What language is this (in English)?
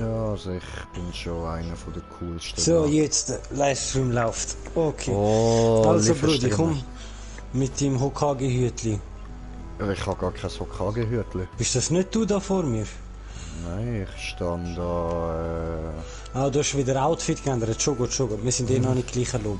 Swiss German